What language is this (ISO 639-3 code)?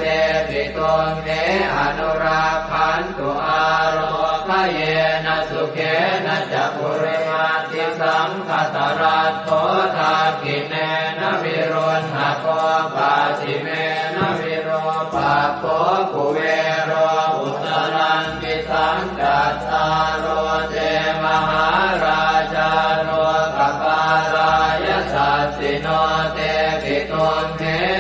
pli